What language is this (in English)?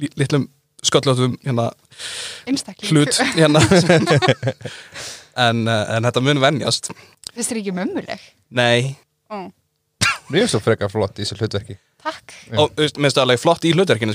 Icelandic